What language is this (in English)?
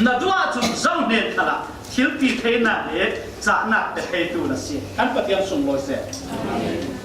Falam Chin